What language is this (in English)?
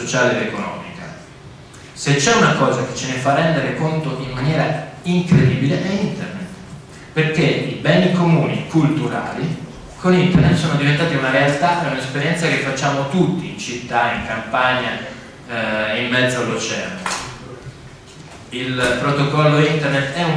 Italian